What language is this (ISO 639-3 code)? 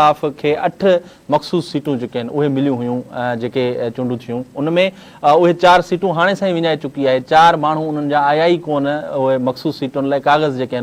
snd